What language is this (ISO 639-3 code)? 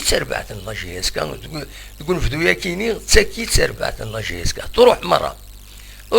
kab